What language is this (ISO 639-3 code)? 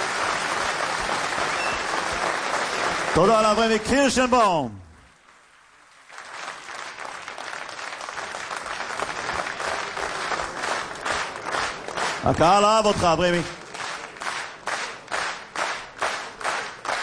heb